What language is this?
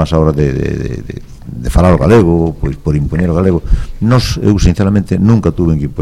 Galician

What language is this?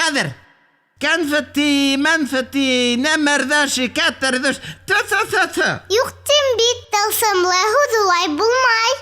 Bashkir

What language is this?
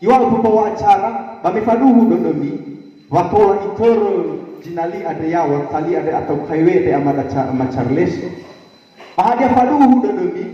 Nias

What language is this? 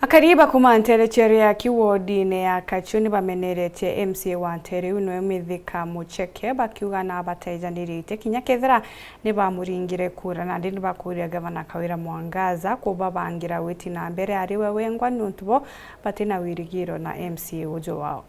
Meru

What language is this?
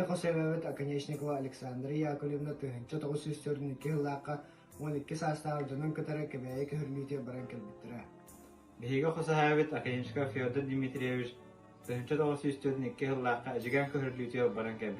Yakut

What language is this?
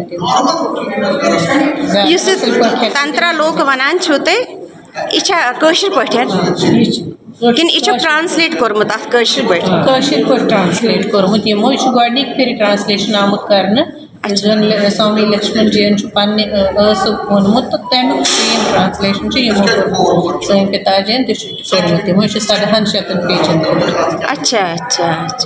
Kashmiri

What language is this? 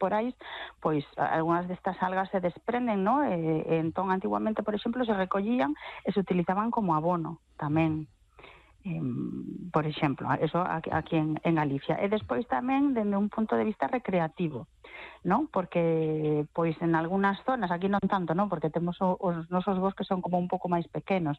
Galician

